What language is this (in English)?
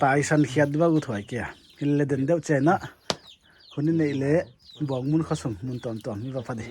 Paite Chin